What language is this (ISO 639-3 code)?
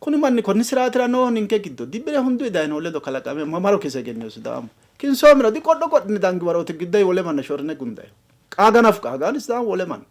sid